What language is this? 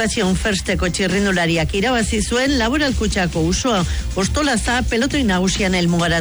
Basque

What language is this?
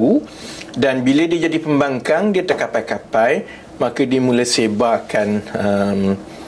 Malay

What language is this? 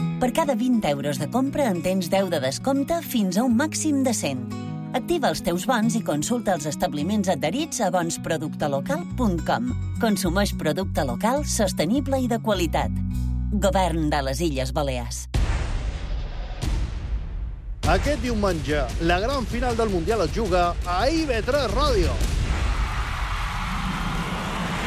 Catalan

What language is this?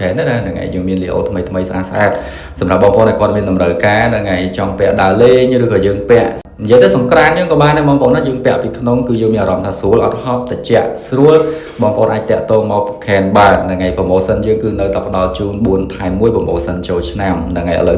Khmer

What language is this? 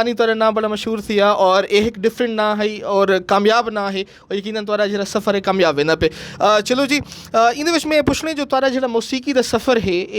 Saraiki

